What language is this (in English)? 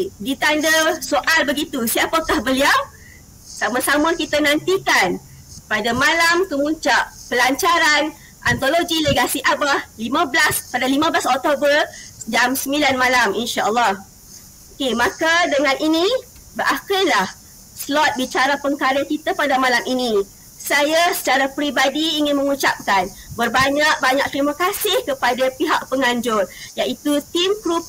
Malay